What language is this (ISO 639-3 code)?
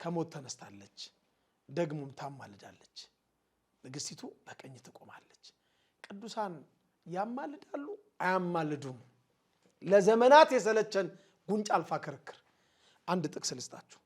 amh